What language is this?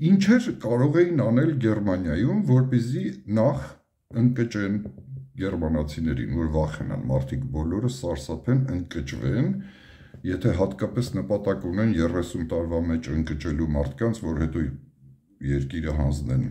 Armenian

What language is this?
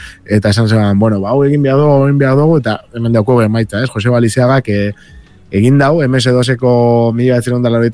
Basque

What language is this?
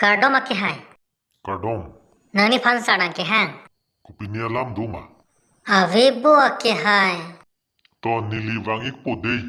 Karbi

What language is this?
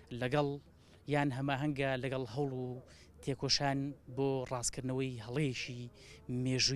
Central Kurdish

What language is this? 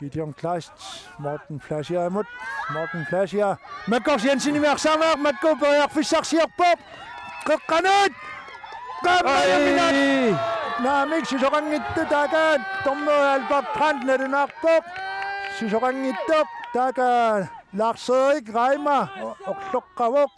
Kalaallisut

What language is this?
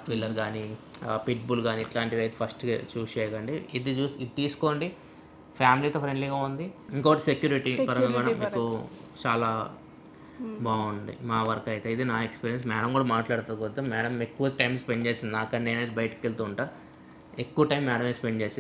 Telugu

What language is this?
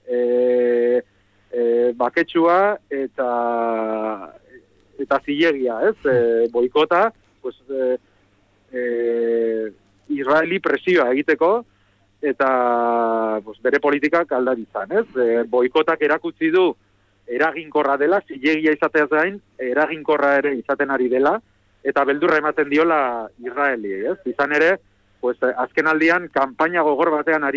Basque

